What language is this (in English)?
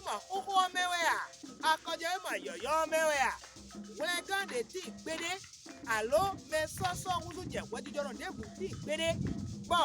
Fon